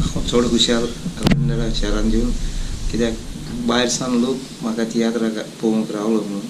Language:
Konkani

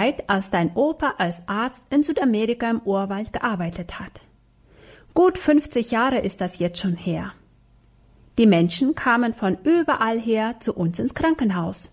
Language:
German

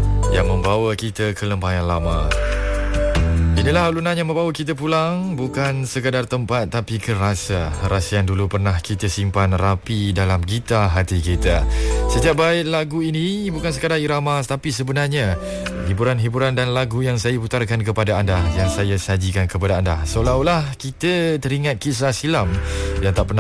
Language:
Malay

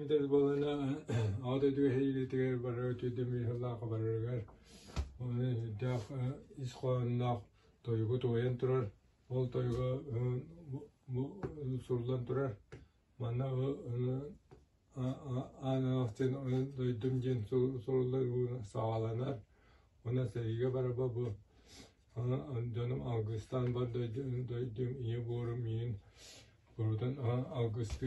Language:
Yakut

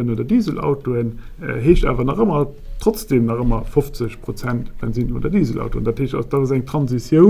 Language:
Luxembourgish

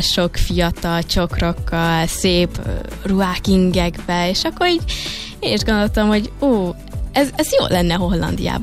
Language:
Hungarian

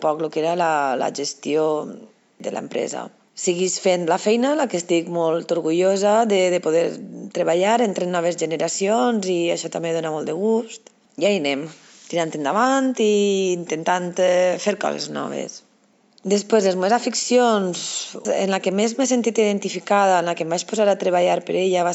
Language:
Catalan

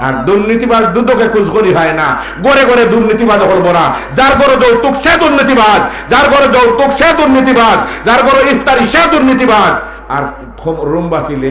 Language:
Sylheti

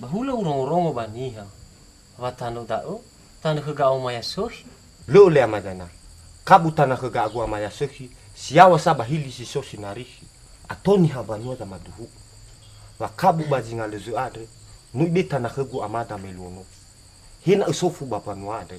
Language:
Nias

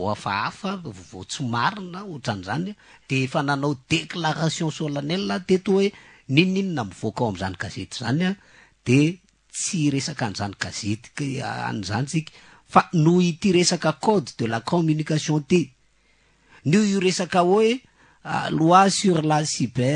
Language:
Malagasy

